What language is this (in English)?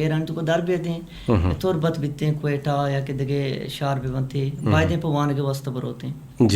Eastern Balochi